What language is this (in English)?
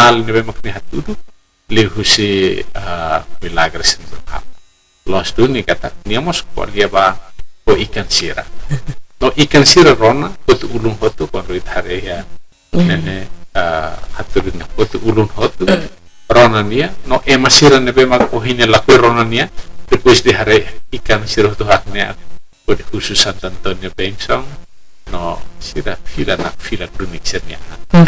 Tetum